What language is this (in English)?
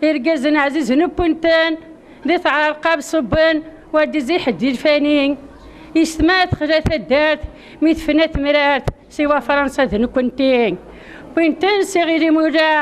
Kabyle